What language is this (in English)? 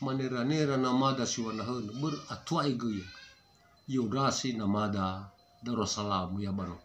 Nias